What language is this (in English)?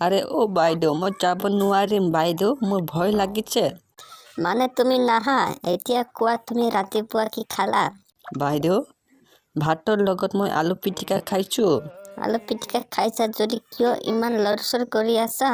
Assamese